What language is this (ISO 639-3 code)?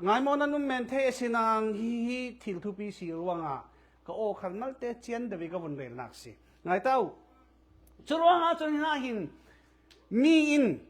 cfm